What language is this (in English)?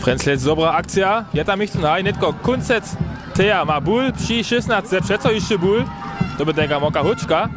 Upper Sorbian